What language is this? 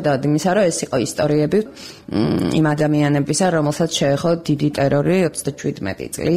Georgian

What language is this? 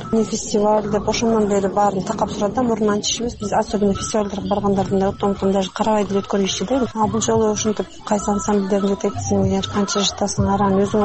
Kyrgyz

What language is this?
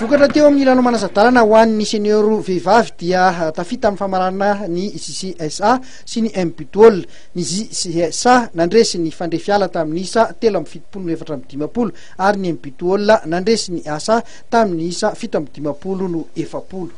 Malagasy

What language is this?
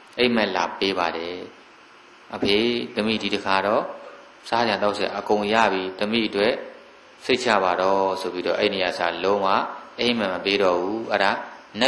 Burmese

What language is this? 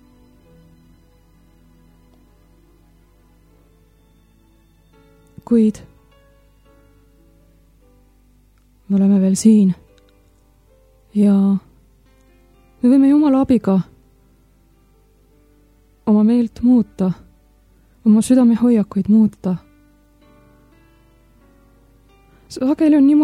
Estonian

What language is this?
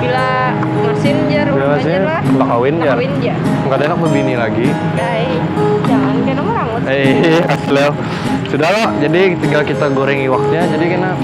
Banjar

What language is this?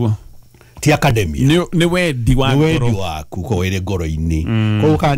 Kikuyu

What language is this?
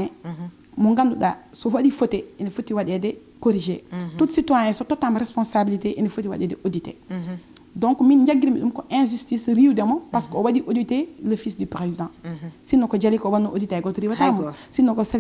Fula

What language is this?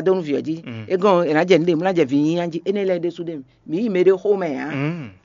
Fon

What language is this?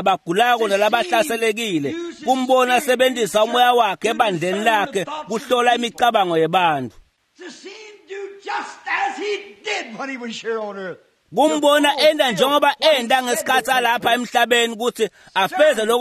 Swati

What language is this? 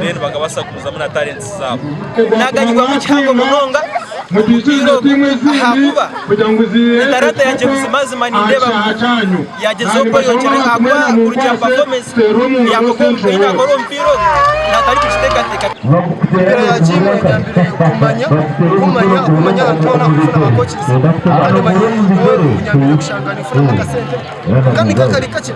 Nyankole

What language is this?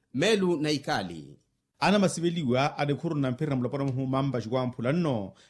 Makhuwa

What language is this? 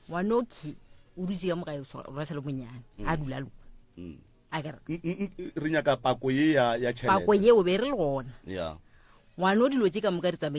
Northern Sotho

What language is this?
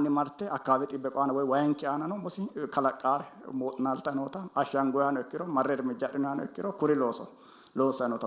Sidamo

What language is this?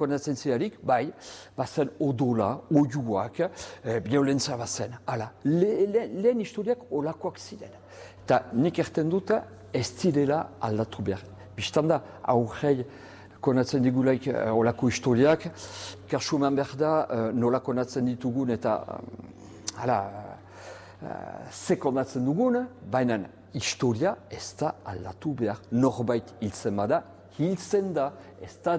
Basque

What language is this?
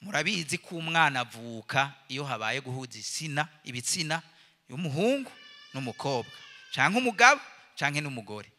Rundi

